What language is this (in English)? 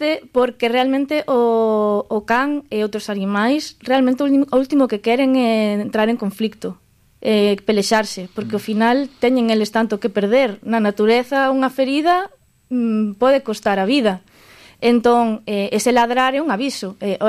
Galician